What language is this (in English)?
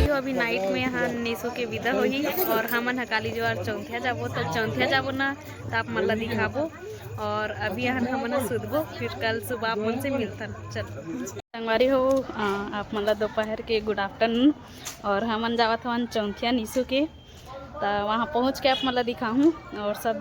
Chhattisgarhi